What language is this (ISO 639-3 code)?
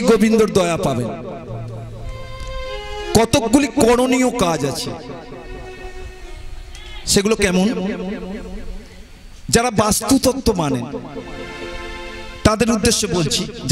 ben